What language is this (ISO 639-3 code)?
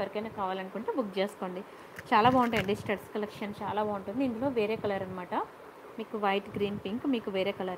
tel